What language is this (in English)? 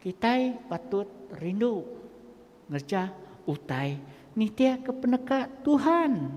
Iban